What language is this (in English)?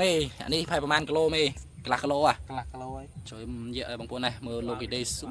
Khmer